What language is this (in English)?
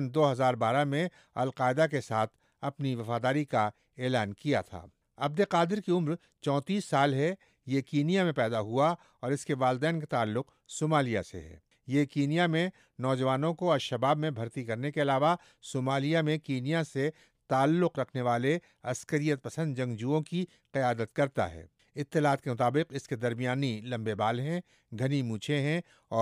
Urdu